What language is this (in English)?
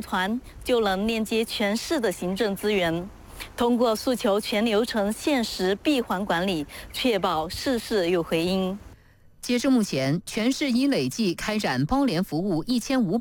Chinese